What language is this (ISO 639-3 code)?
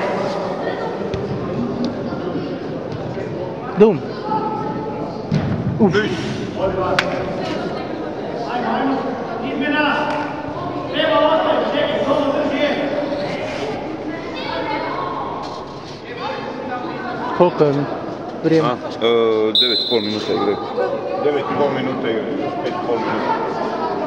hrv